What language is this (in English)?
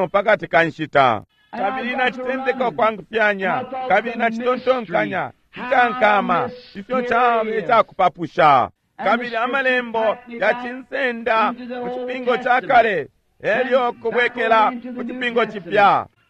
Bemba